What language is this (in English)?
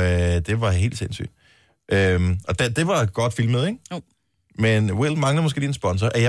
Danish